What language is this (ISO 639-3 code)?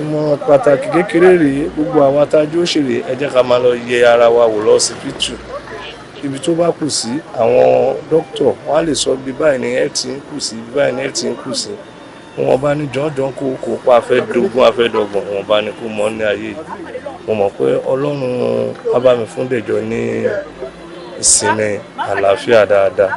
yor